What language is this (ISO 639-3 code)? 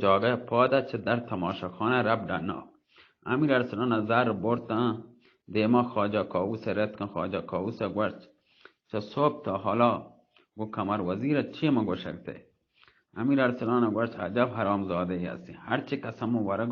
bal